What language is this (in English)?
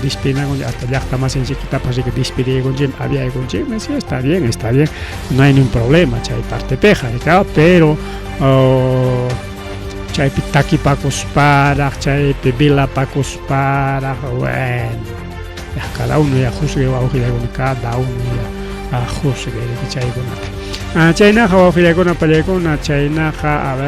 Ayacucho Quechua